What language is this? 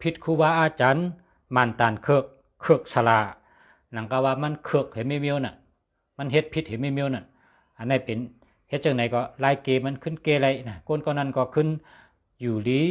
Shan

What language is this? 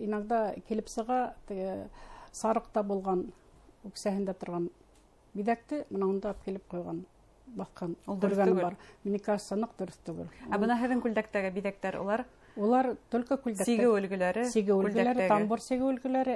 Bashkir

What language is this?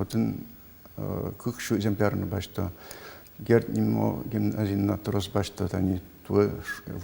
Udmurt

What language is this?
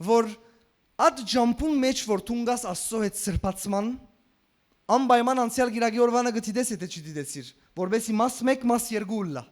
Western Armenian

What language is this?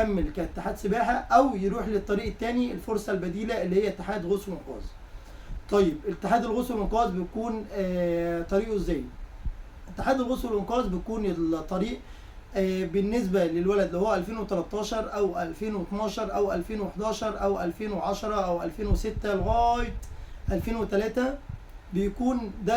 Egyptian Arabic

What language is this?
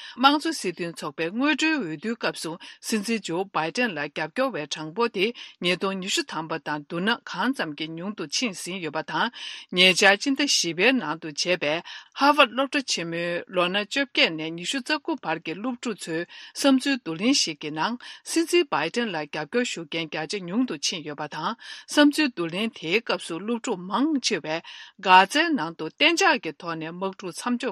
Tibetan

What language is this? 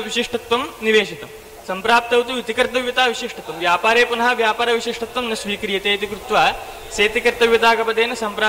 Sanskrit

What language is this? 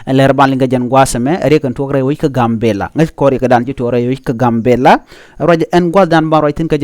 Nuer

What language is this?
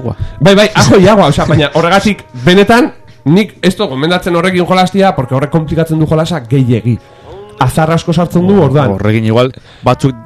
Basque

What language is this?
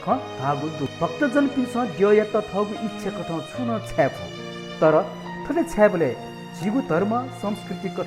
Newari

